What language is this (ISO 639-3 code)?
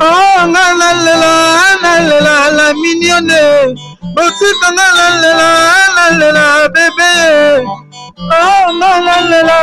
lin